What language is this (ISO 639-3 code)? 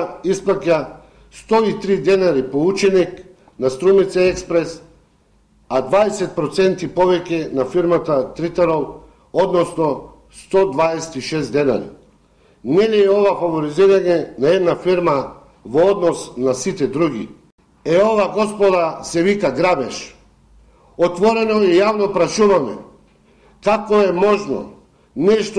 mkd